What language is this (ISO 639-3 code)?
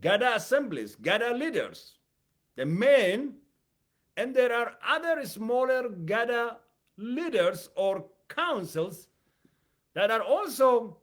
eng